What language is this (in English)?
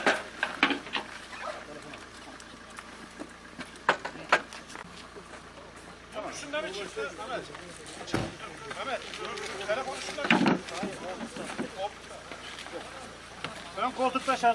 Turkish